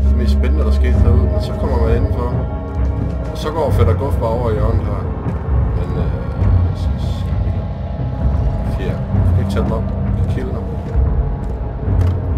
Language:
Danish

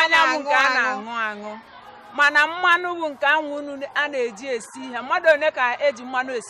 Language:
Igbo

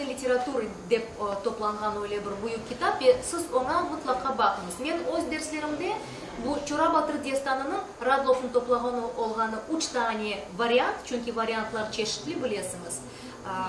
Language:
Crimean Tatar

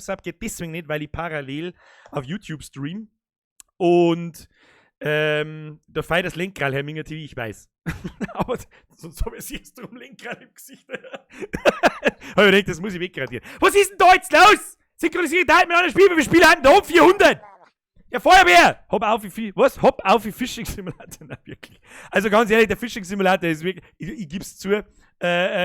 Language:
Bavarian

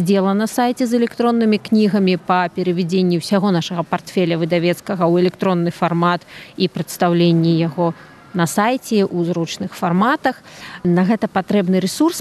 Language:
Belarusian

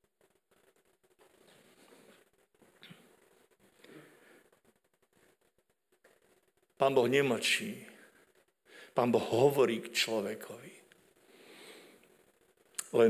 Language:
Slovak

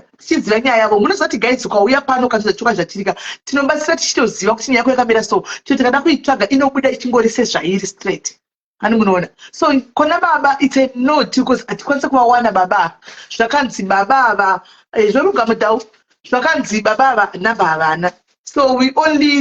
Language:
Shona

